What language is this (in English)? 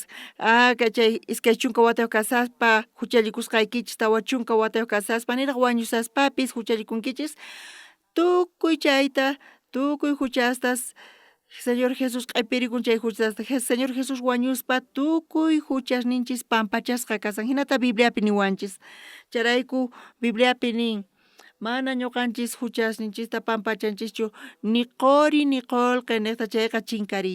South Bolivian Quechua